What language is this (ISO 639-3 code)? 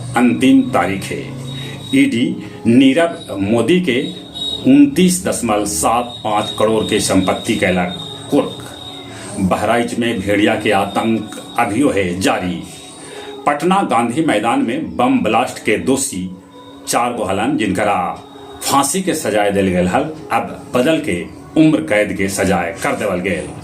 mag